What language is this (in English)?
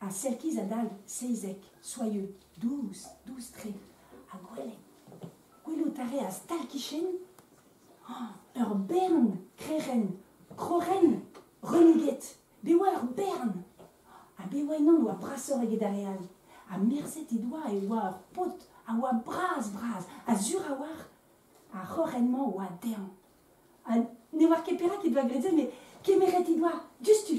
Breton